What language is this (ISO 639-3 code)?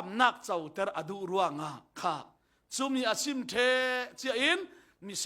cfm